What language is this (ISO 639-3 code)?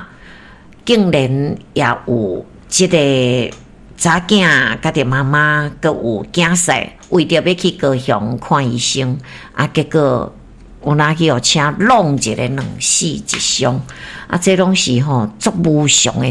nan